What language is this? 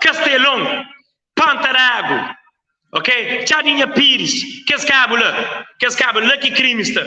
Kabuverdianu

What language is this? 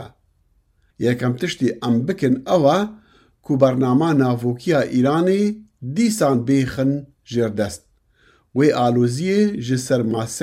Kurdish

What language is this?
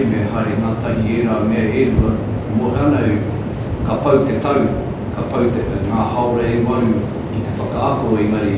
Māori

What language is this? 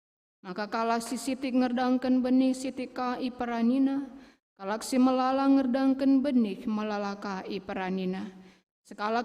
Batak Karo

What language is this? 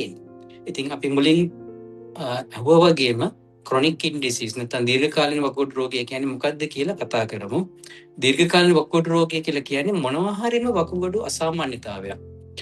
Sinhala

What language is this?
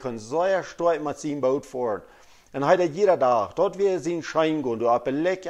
Plautdietsch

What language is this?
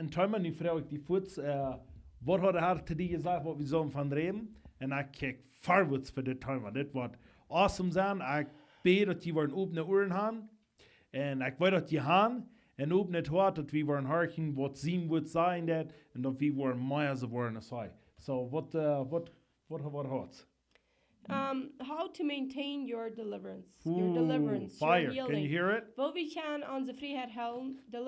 Plautdietsch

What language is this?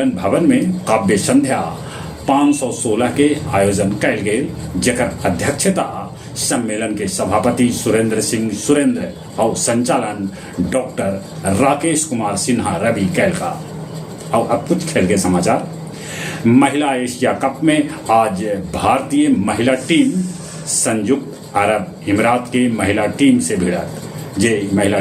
Magahi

